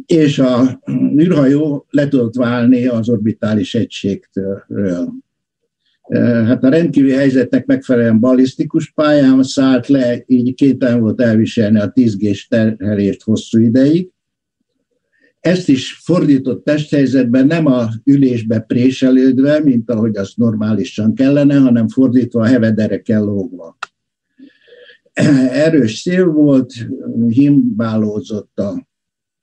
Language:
Hungarian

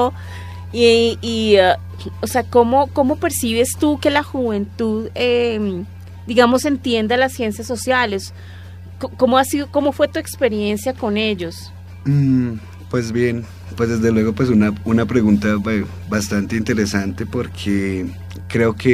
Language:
Spanish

